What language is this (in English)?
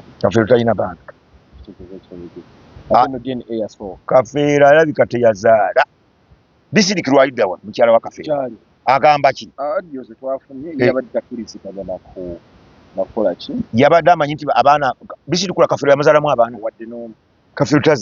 Ganda